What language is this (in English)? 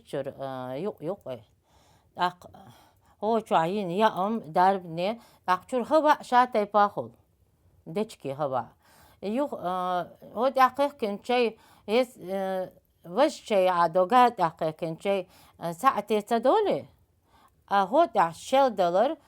Chechen